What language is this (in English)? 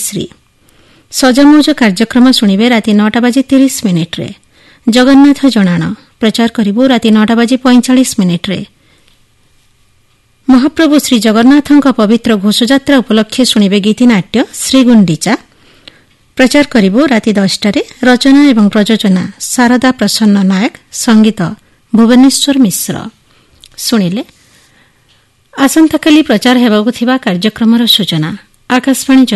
Odia